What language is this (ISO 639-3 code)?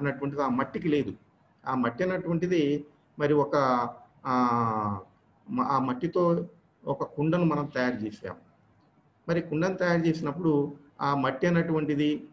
tel